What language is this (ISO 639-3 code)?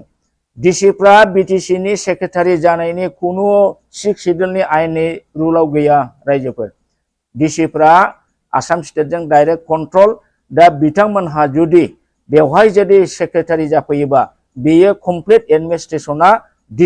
brx